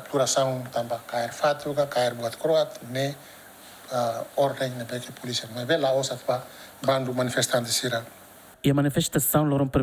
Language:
Tetum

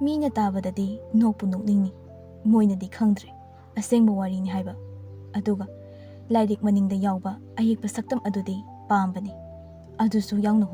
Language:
Manipuri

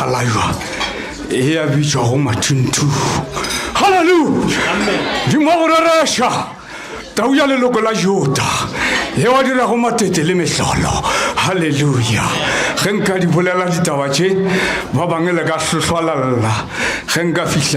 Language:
Northern Sotho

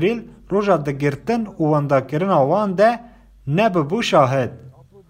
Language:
Kurdish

